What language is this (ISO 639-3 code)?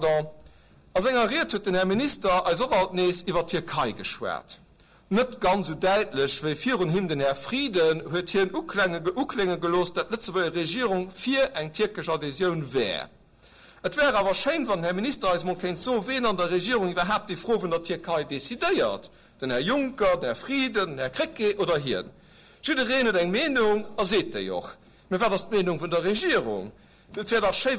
ltz